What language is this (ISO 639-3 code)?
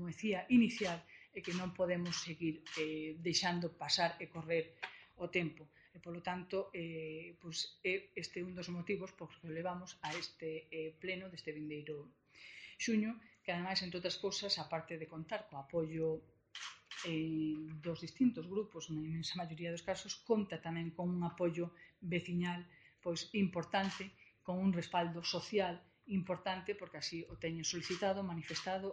glg